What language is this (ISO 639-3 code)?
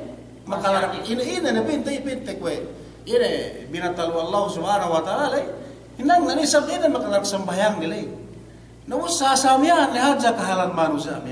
yka